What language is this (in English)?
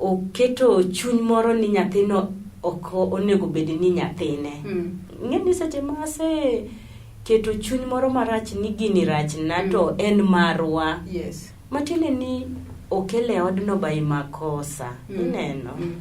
Luo (Kenya and Tanzania)